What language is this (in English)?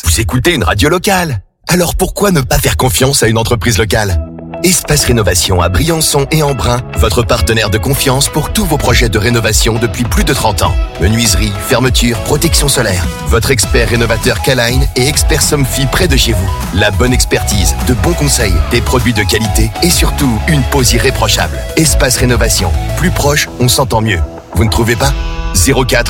French